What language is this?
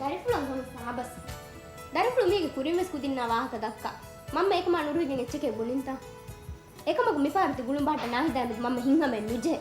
Divehi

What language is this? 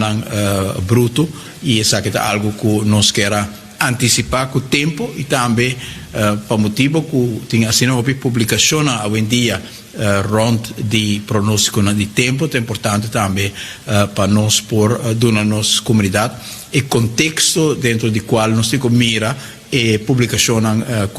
Papiamento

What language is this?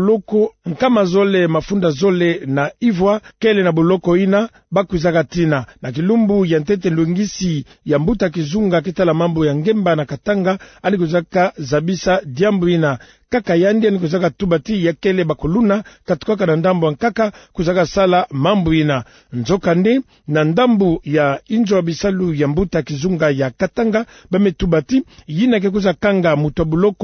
Kituba (Democratic Republic of Congo)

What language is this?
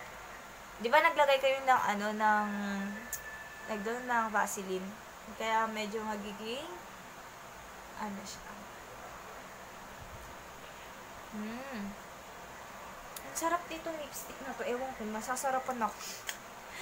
Filipino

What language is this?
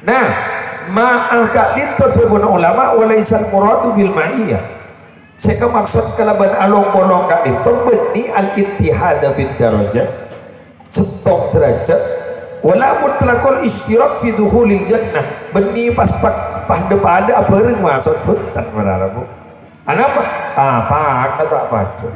Madurese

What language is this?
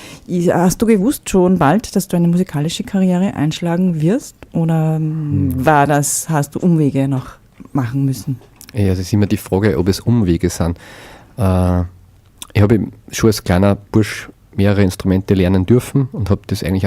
Bavarian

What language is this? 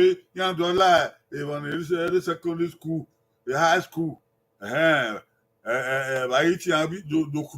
Bini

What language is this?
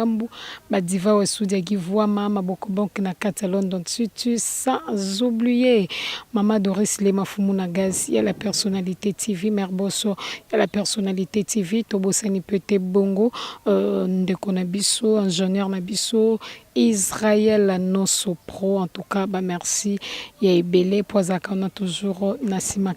Lingala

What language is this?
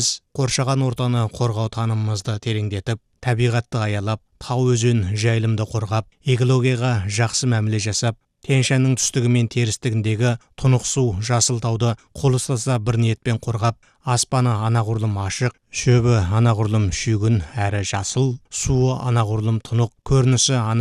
Kazakh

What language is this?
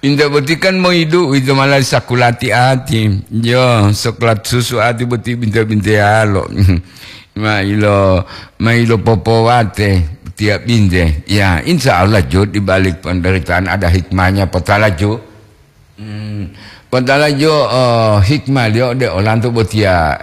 Gorontalo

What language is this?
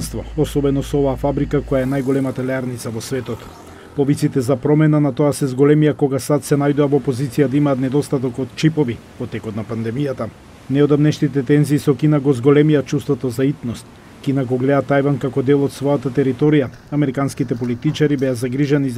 Macedonian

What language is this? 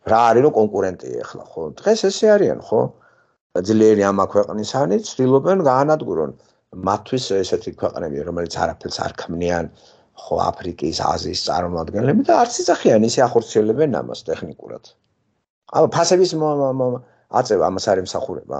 Georgian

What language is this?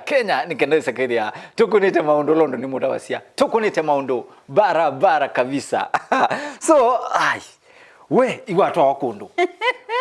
Kamba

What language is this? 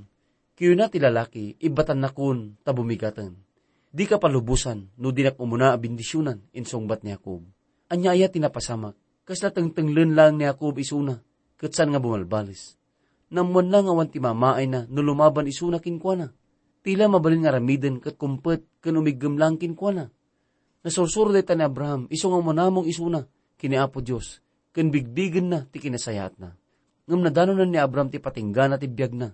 Iloko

